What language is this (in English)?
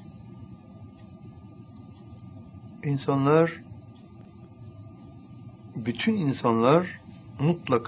Turkish